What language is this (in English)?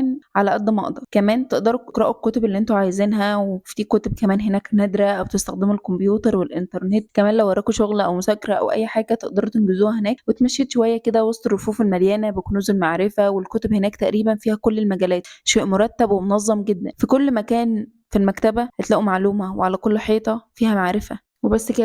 Egyptian Arabic